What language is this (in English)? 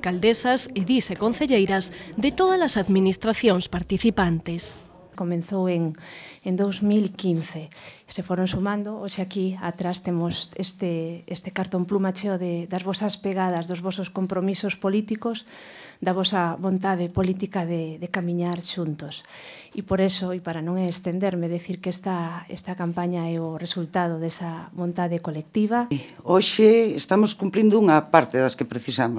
Galician